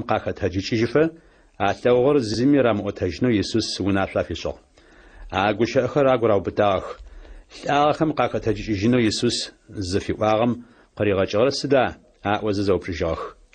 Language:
Adyghe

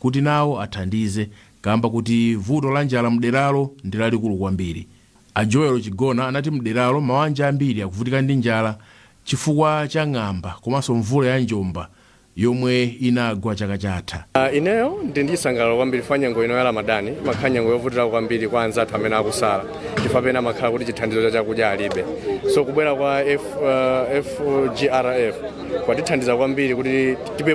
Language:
Nyanja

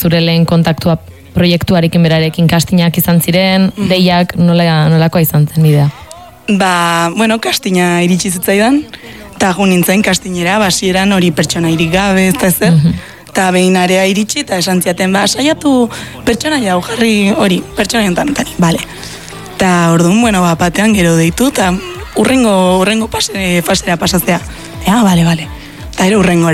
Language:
Basque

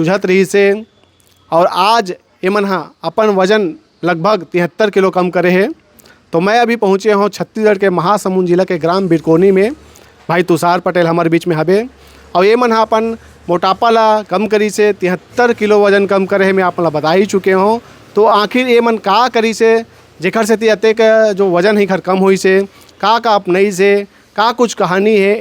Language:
Chhattisgarhi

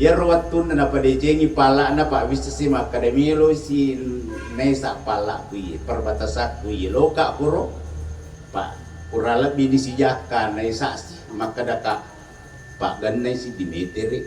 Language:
Buginese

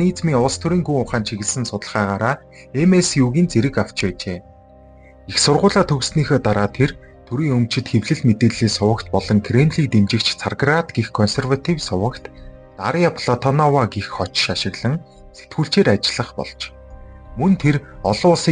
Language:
Mongolian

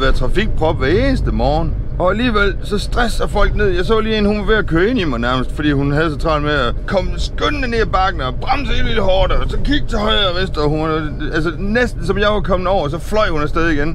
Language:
Danish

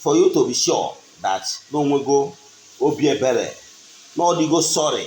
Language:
Igbo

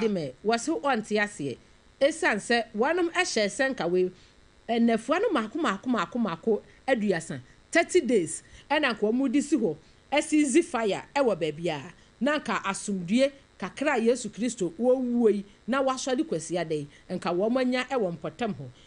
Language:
Akan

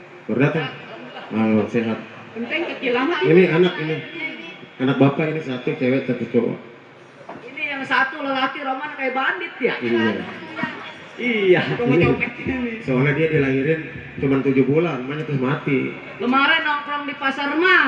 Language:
Betawi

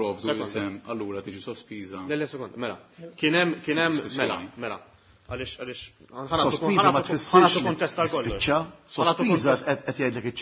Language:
Maltese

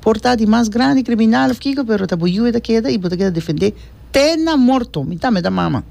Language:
Papiamento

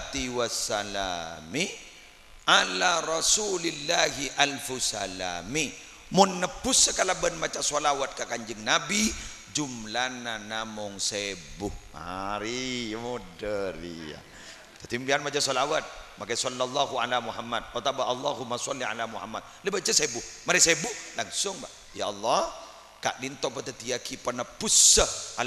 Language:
Madurese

